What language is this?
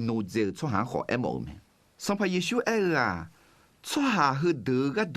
Akha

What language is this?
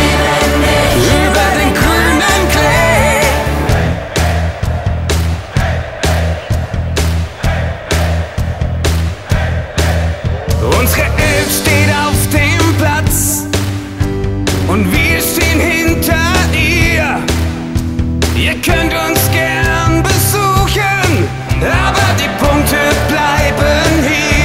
German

